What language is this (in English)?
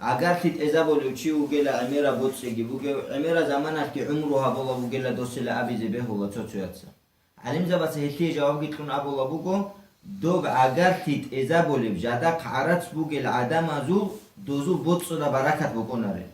Avaric